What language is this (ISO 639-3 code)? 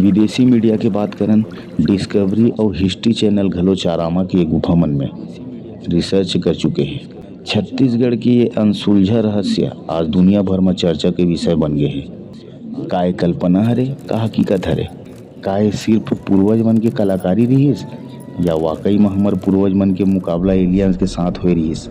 hne